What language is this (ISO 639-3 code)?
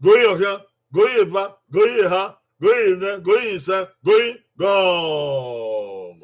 bin